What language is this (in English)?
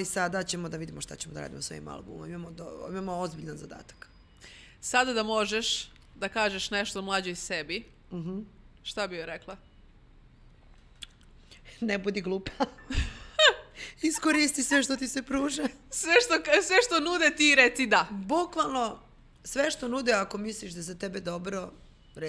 Serbian